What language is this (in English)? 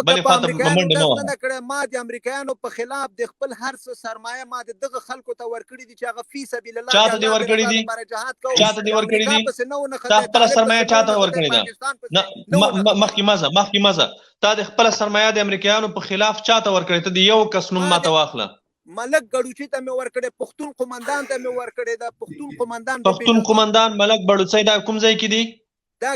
Pashto